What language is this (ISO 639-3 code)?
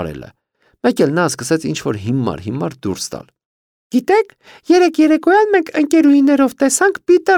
hye